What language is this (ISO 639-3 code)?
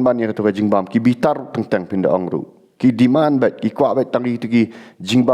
kha